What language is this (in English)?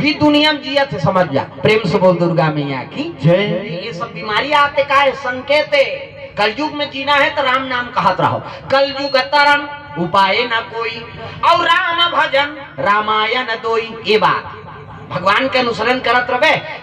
Chhattisgarhi